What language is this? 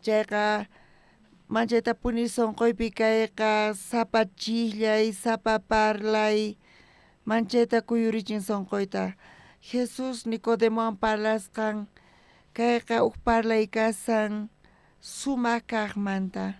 South Bolivian Quechua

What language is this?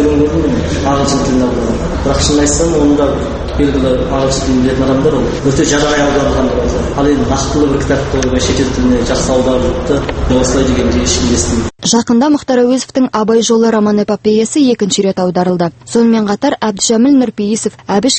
Kazakh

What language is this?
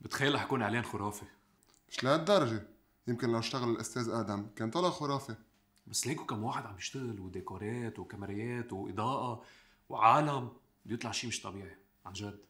North Levantine Arabic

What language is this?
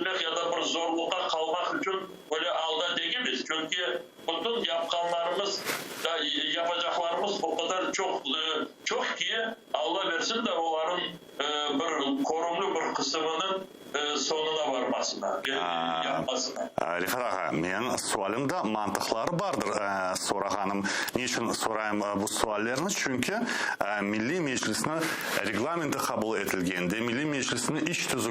Crimean Tatar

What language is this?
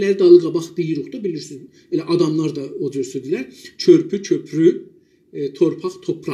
South Azerbaijani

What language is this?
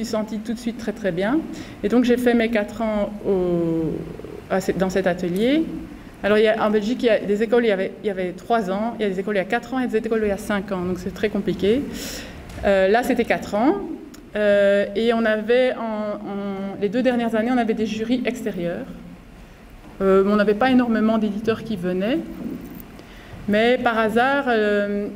French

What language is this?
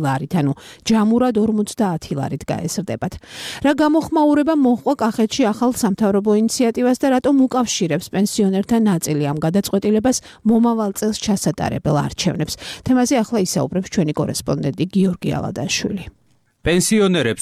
Georgian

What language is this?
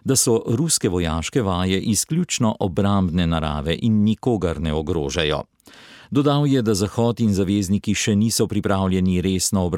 Slovenian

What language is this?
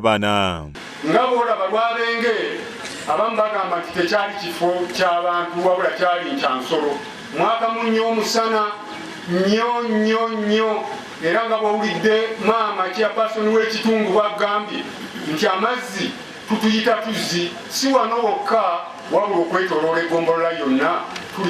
Ganda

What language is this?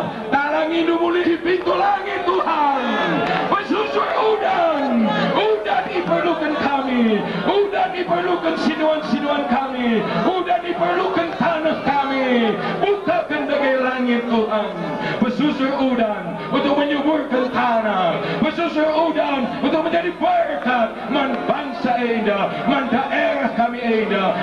Batak Karo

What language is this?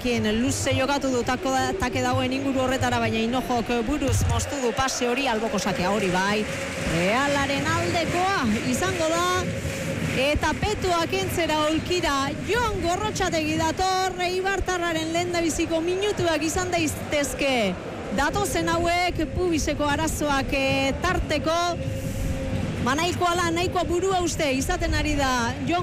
Basque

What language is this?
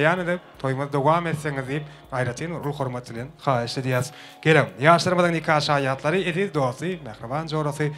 Turkmen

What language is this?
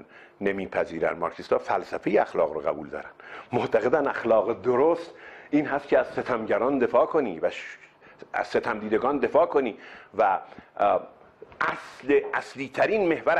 Persian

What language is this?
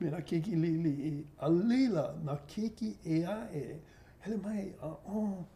Hawaiian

